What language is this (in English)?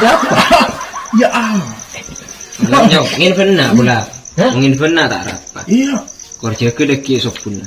Madurese